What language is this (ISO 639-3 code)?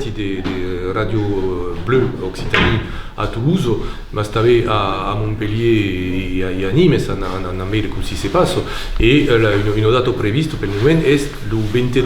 oci